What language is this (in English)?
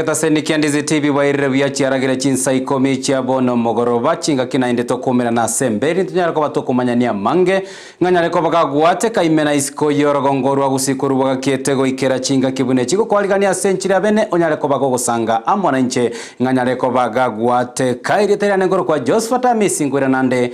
Gusii